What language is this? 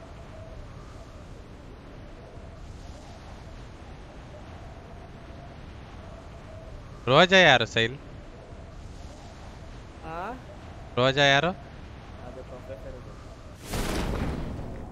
Kannada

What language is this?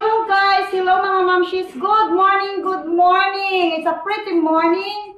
Cebuano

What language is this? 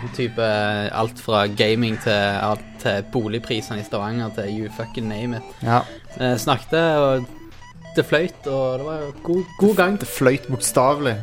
Norwegian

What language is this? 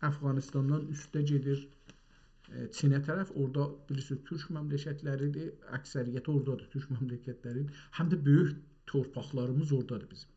South Azerbaijani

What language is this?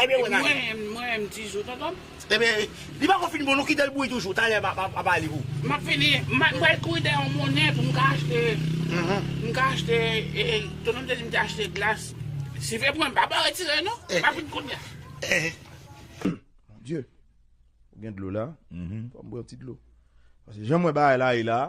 Haitian Creole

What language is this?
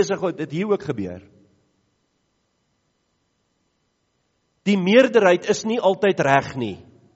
Afrikaans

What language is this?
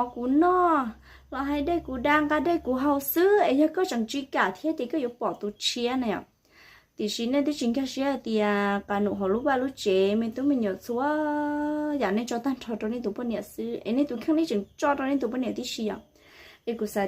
Hmong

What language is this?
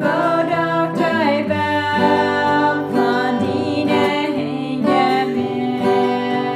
Plautdietsch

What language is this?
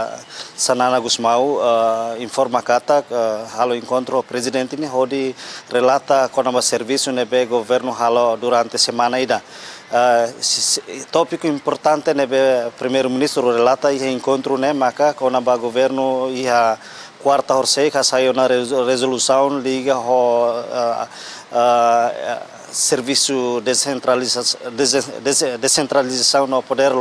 Tetum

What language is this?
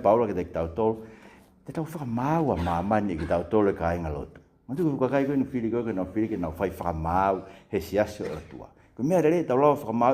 Tongan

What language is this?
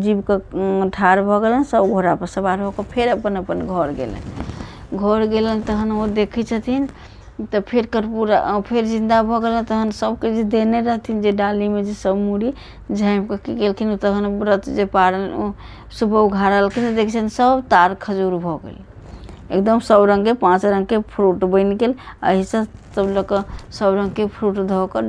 Maithili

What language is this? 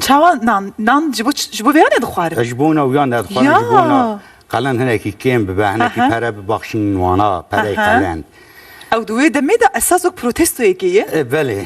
Kurdish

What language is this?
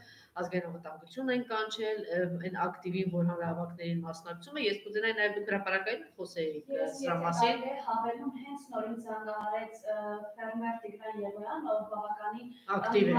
Armenian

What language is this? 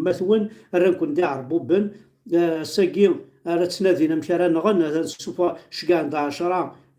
Kabyle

